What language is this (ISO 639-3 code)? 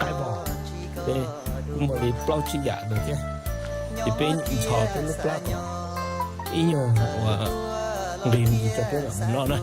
hmn